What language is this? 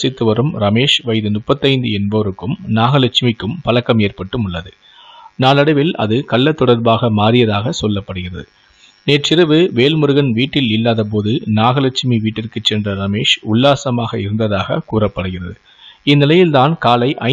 Tamil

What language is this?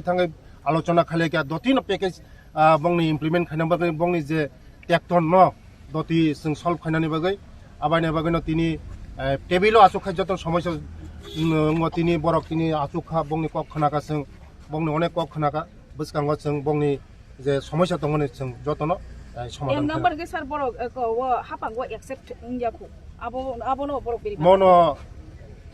Kok Borok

